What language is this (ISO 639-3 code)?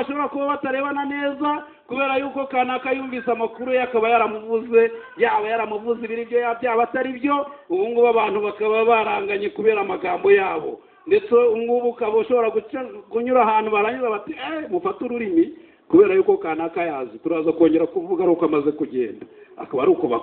kin